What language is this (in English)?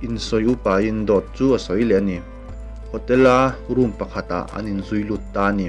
Mizo